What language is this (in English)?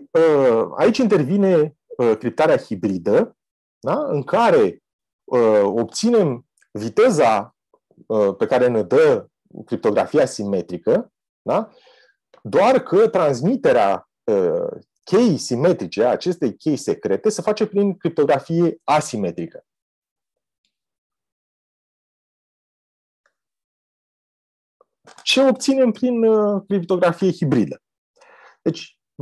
Romanian